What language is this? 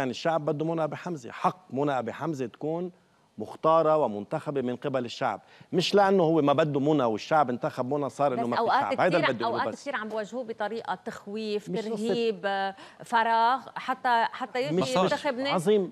North Levantine Arabic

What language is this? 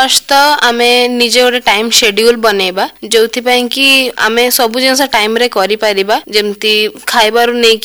Odia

